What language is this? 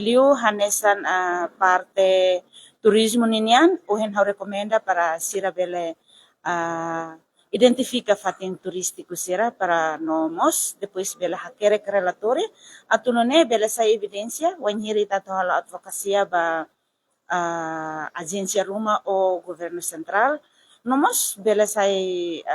Tetum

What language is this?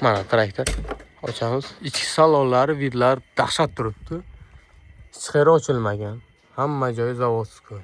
Uzbek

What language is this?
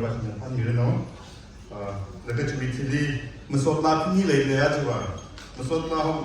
Tangkhul Naga (India)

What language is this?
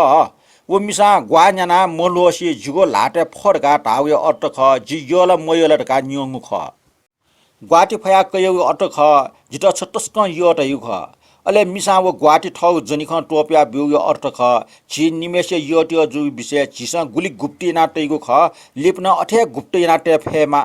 Newari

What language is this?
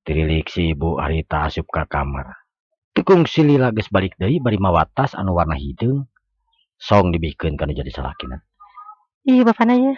Sundanese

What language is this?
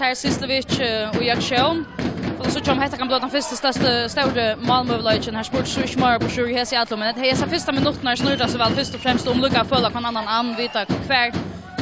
Faroese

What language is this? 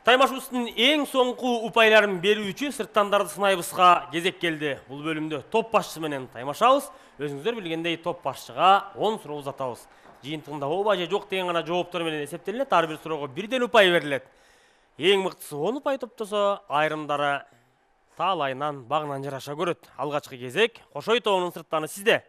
Kyrgyz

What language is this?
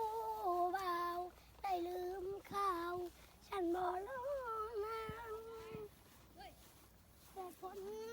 Lao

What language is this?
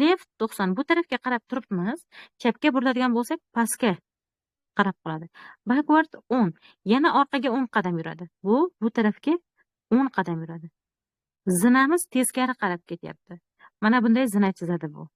Uzbek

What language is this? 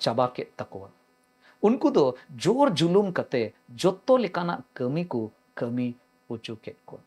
Santali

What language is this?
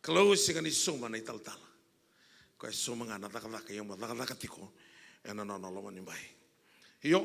Fijian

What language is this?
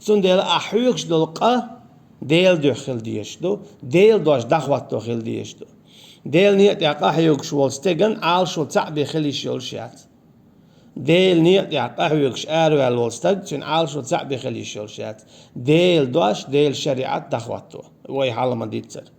Chechen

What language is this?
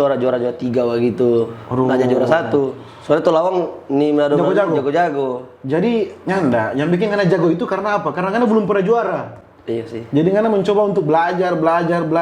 Manado Malay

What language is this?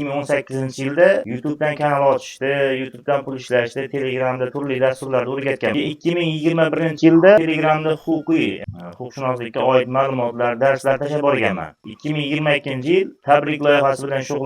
Uzbek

